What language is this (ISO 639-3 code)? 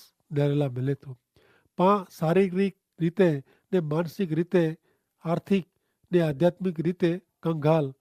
kfr